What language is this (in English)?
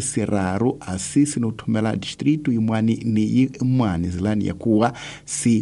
Tsonga